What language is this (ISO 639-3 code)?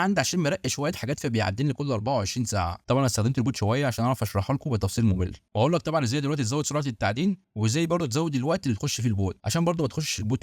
arz